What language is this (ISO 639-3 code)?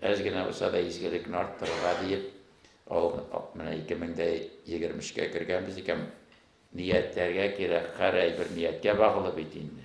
tat